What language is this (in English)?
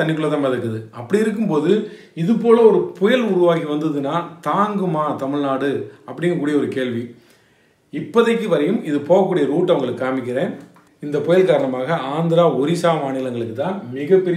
Tamil